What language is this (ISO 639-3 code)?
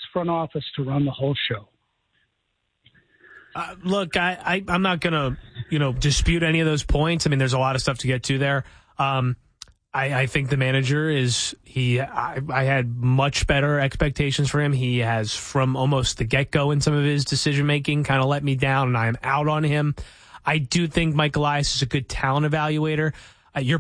eng